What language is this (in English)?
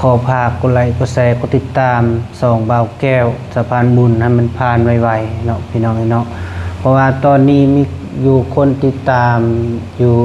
Lao